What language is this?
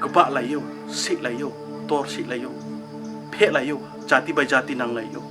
Riang (India)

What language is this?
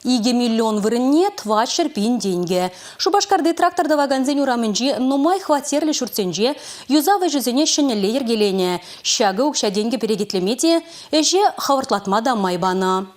Chuvash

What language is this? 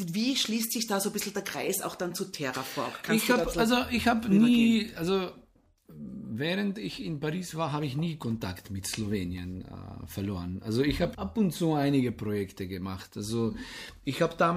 German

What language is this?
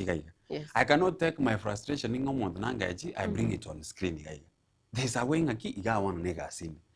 Gusii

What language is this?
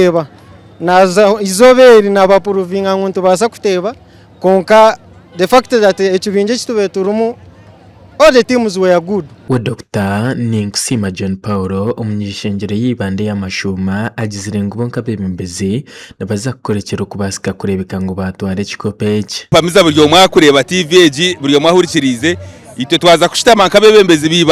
Nyankole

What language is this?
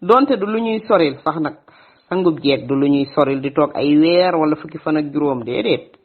Wolof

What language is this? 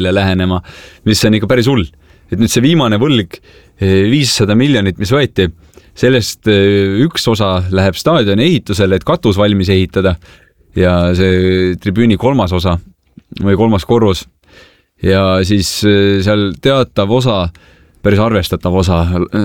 Estonian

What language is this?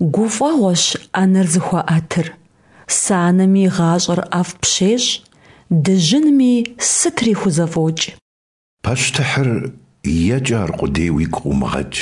Kabardian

